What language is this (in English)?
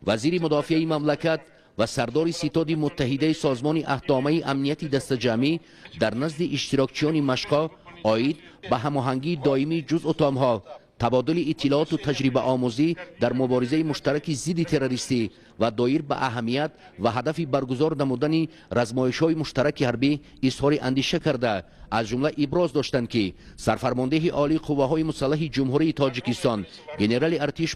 Tajik